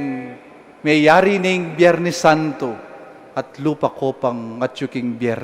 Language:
Pampanga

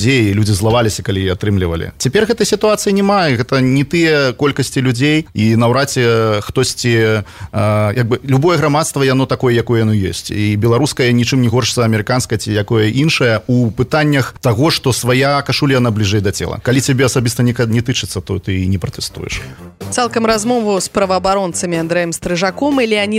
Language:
Belarusian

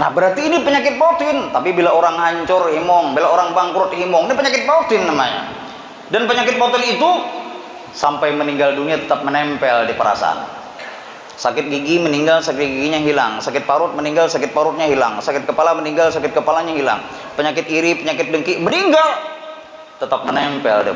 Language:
Banjar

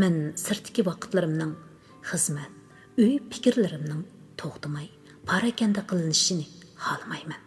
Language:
Uyghur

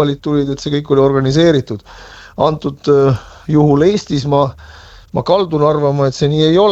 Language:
Estonian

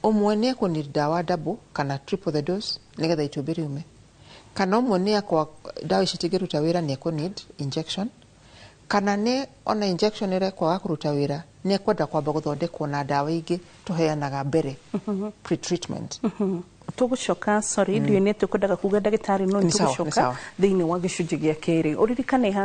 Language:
Kikuyu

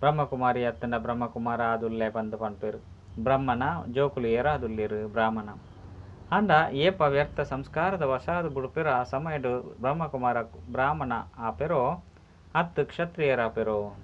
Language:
Tulu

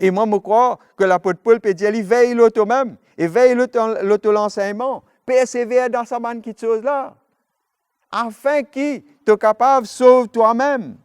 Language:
Morisyen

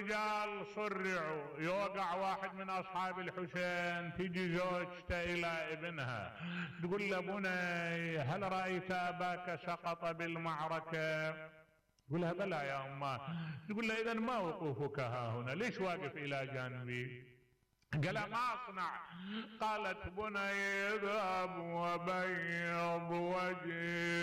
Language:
Mesopotamian Arabic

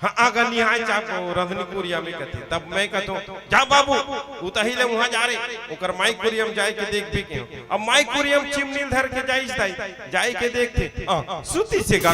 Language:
Chhattisgarhi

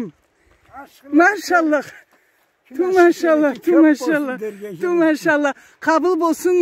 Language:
Karachay-Balkar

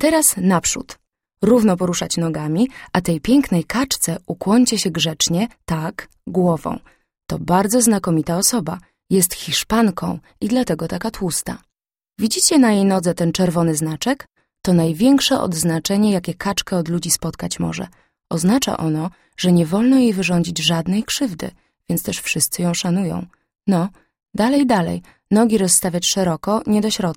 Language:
Polish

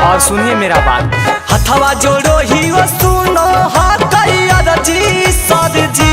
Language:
Magahi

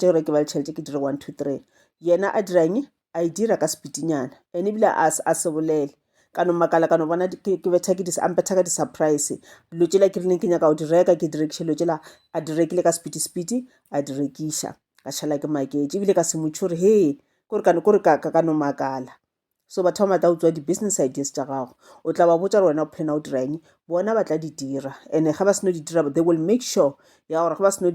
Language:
Northern Sotho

